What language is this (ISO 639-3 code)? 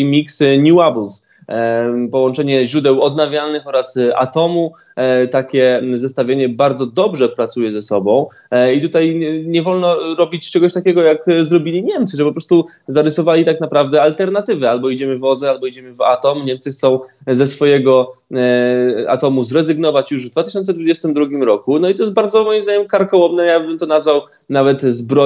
pol